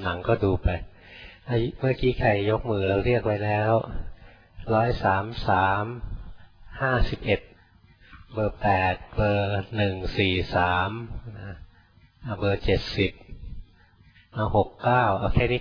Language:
Thai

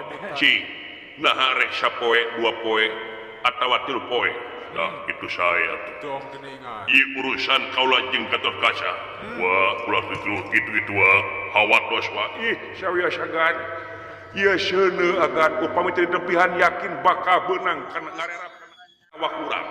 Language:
Sundanese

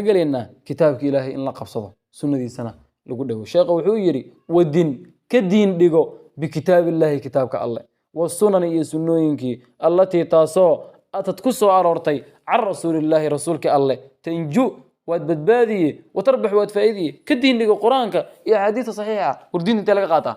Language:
Somali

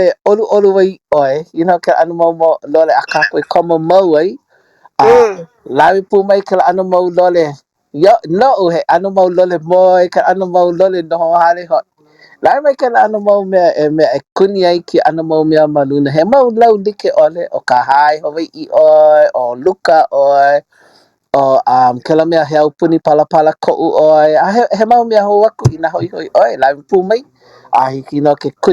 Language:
Hawaiian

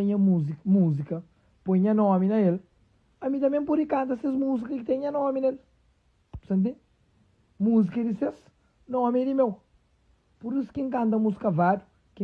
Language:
Kabuverdianu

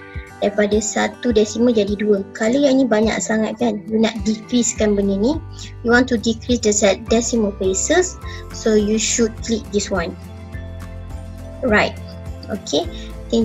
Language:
Malay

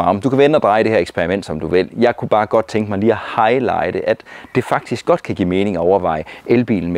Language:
Danish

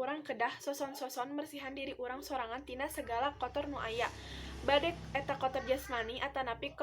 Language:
Sundanese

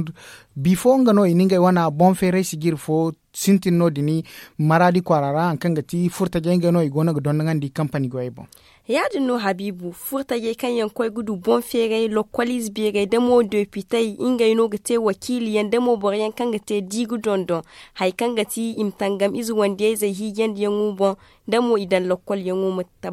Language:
Zarma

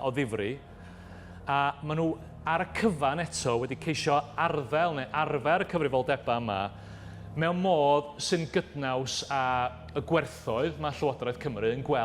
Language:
Welsh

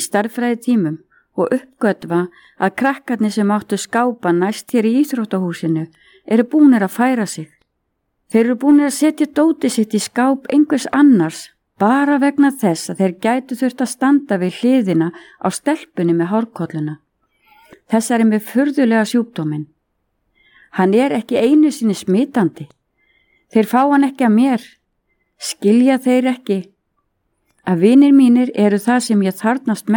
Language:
Icelandic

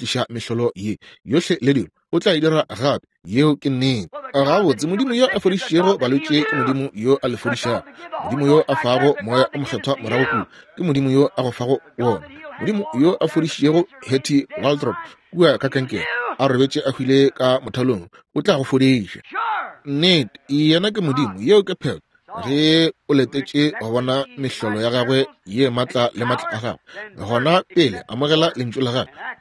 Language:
Northern Sotho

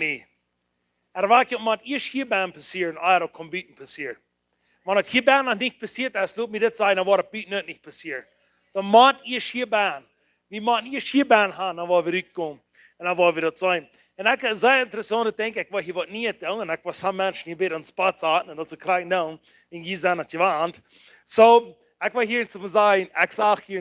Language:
Plautdietsch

